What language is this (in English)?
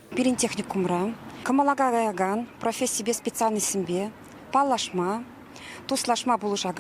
Chuvash